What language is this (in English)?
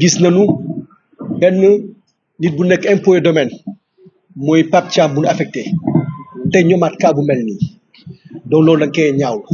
Wolof